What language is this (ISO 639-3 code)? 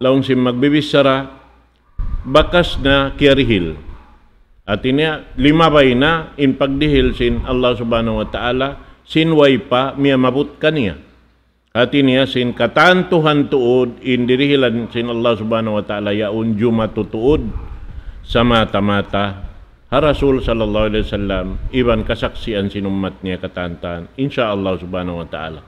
tsg